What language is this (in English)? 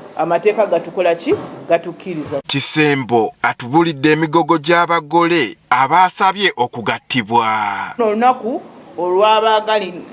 Ganda